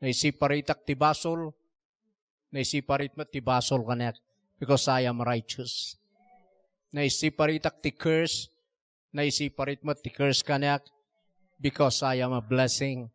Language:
Iloko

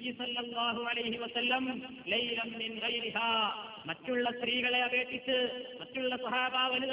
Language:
Malayalam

